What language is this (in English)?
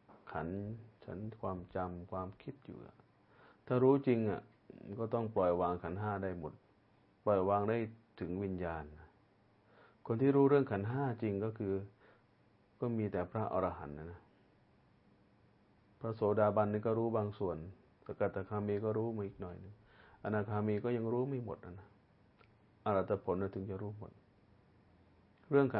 Thai